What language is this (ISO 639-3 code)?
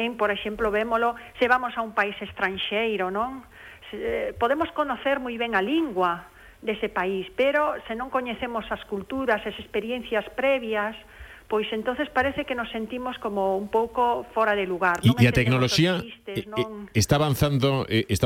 glg